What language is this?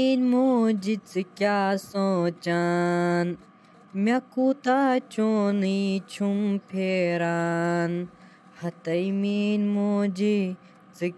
Kashmiri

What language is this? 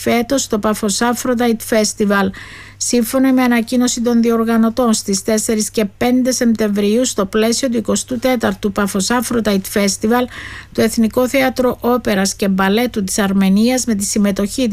Greek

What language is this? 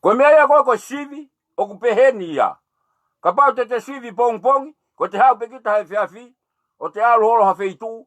Tongan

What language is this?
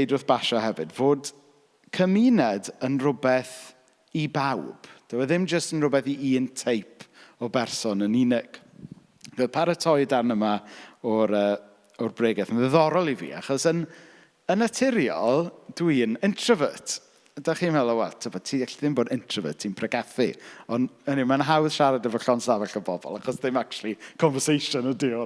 Welsh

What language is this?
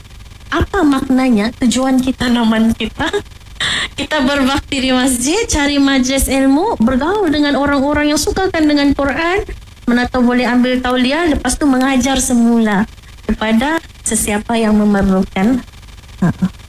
Malay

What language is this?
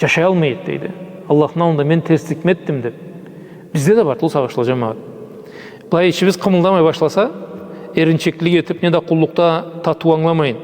Karachay-Balkar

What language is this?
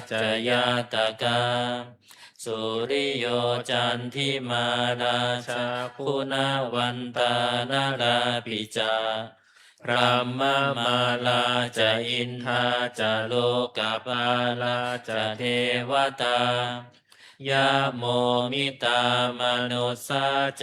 Pali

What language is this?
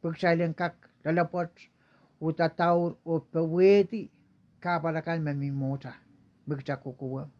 Pohnpeian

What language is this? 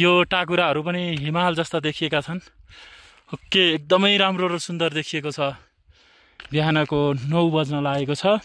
Nepali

